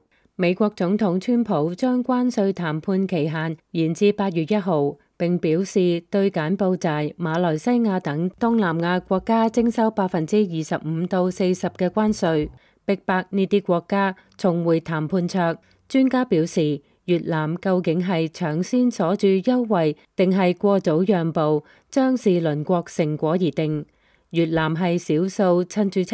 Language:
Cantonese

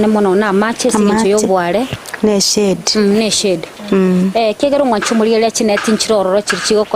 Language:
Gusii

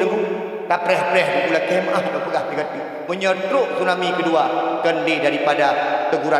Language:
Achinese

